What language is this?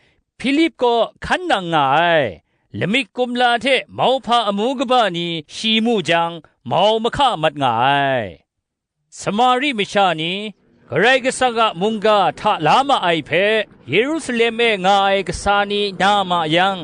Kachin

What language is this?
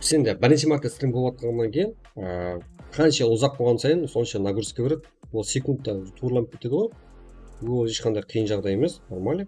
Kara-Kalpak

